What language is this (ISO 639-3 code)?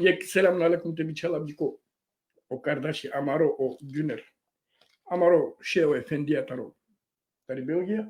rmn